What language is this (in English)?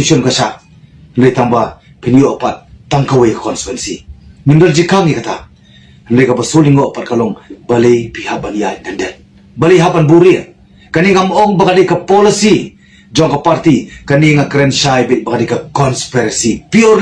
Khasi